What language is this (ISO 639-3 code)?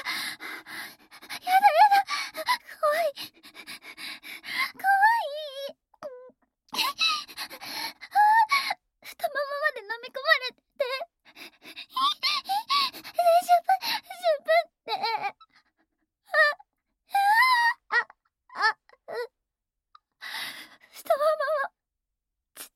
jpn